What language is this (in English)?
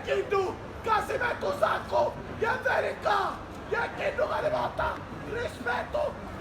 Sicilian